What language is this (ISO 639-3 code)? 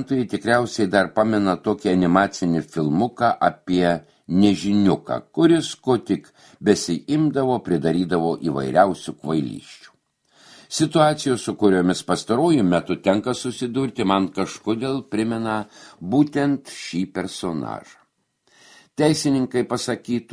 lit